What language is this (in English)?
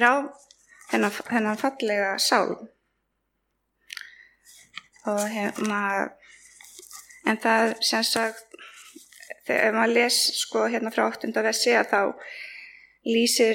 Icelandic